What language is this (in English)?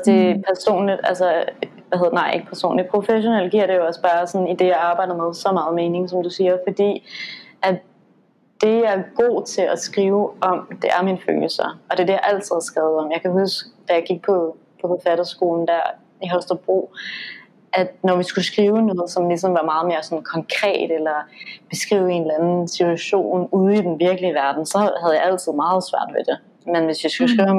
Danish